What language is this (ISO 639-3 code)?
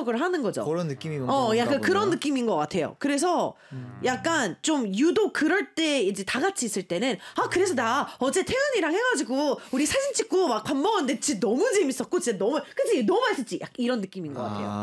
kor